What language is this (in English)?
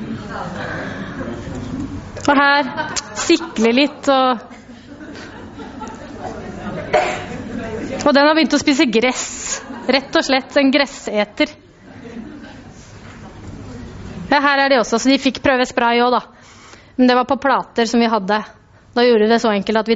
Norwegian